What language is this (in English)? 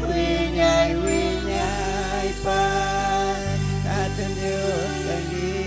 Chimborazo Highland Quichua